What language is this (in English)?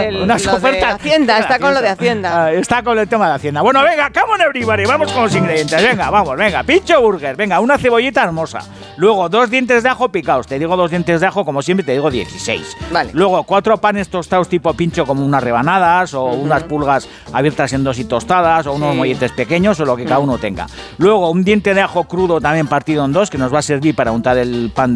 Spanish